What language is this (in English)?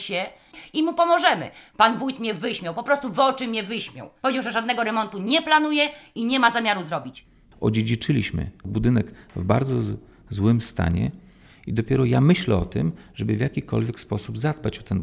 Polish